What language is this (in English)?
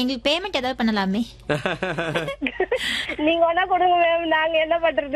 Tamil